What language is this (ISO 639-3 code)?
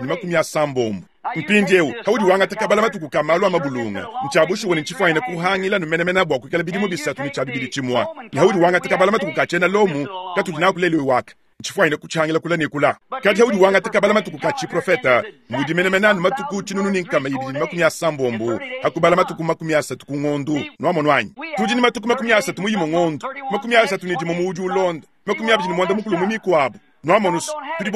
lua